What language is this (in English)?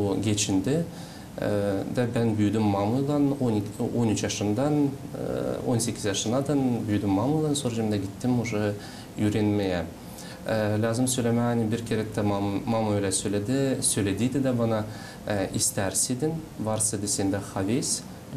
Gagauz